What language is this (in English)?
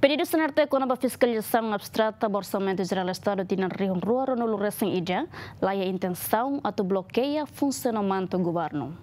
Tetum